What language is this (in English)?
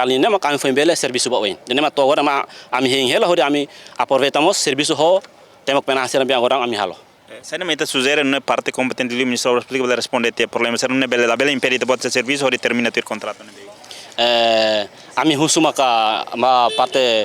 Tetum